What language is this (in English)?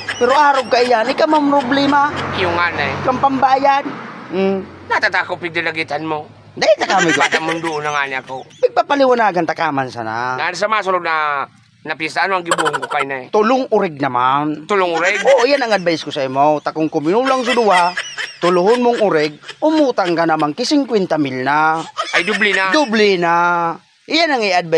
Bikol